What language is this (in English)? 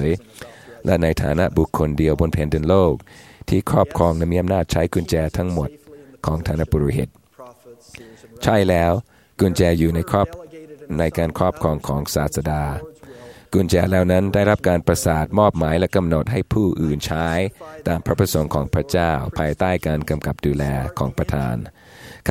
Thai